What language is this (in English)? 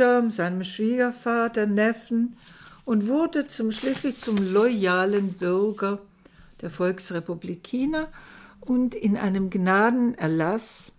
German